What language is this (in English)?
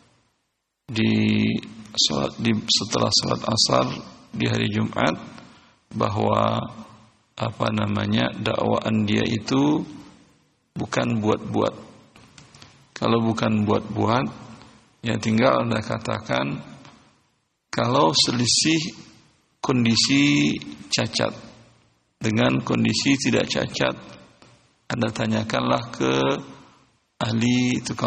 Indonesian